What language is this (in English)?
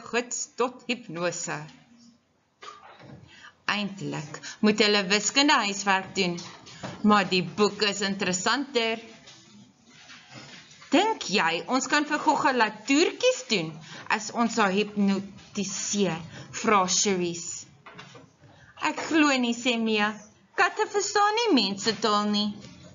Afrikaans